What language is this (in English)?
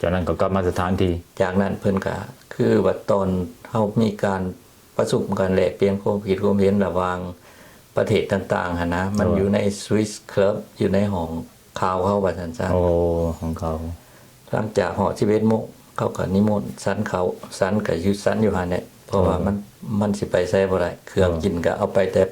Lao